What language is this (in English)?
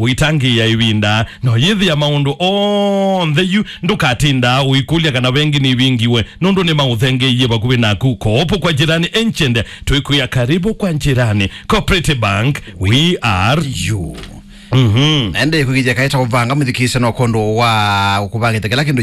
Kamba